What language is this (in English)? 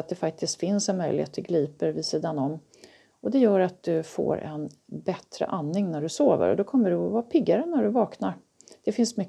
Swedish